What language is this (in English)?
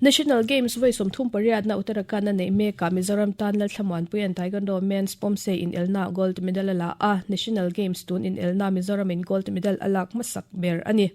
Mizo